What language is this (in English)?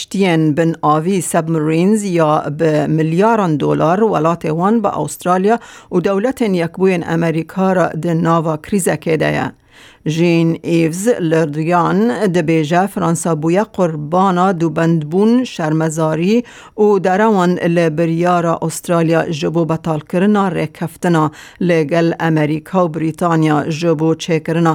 Kurdish